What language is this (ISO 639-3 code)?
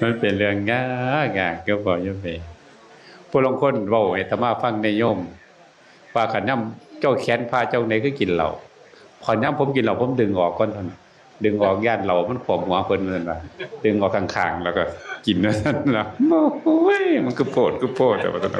tts